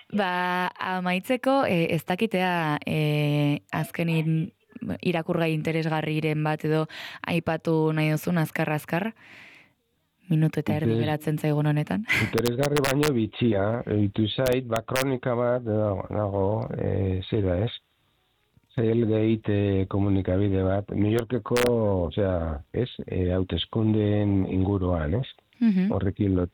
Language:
Basque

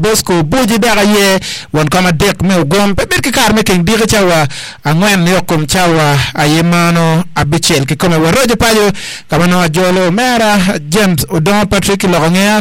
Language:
Acoli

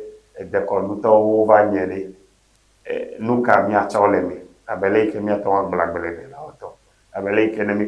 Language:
Ewe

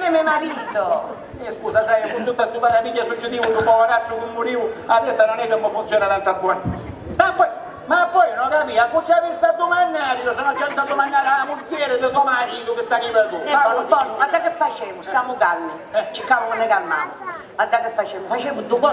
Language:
Sicilian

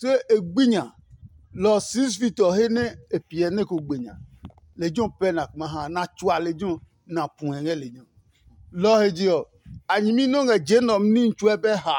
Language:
Adangme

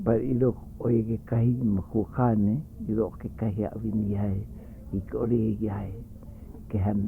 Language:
Hawaiian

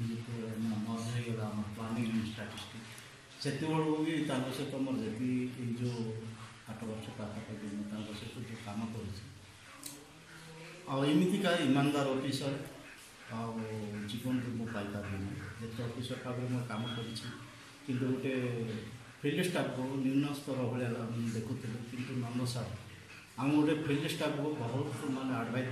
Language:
Odia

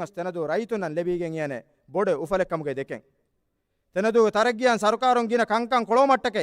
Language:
Divehi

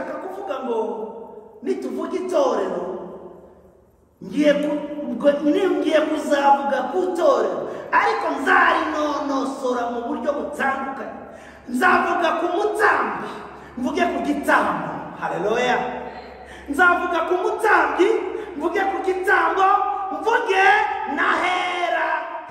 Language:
Kinyarwanda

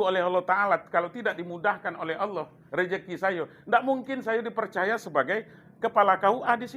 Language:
Minangkabau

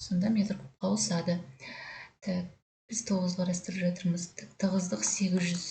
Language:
Kazakh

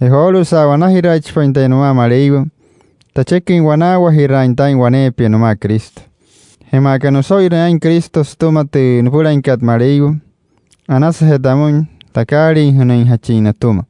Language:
Wayuu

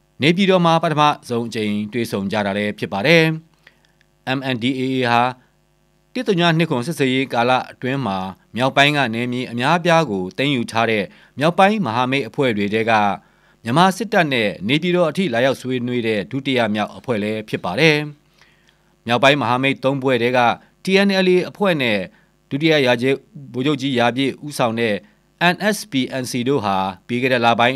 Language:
Burmese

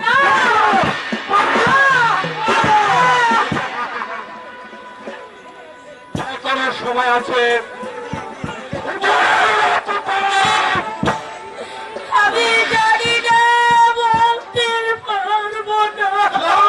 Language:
Bangla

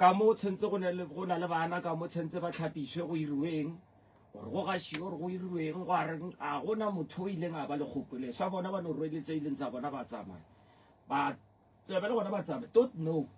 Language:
Northern Sotho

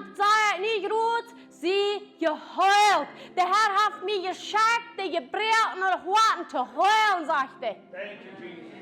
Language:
Plautdietsch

